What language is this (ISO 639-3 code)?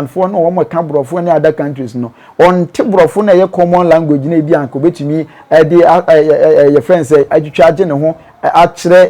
aka